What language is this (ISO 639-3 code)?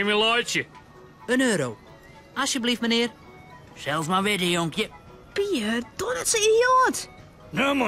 fry